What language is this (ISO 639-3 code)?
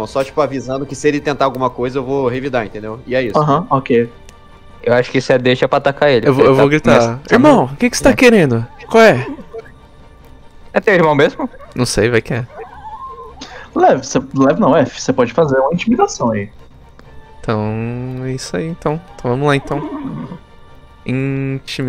por